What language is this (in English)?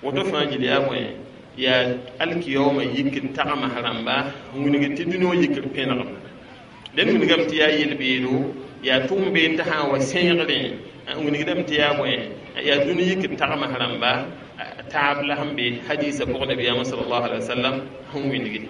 Mossi